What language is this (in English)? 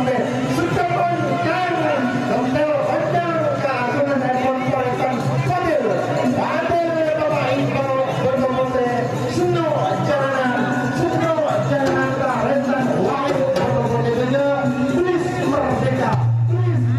Madurese